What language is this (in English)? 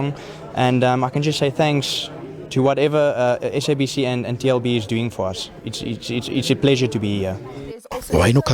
Venda